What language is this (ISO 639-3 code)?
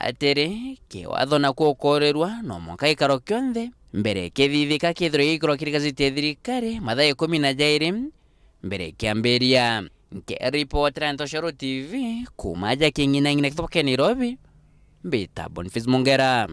mer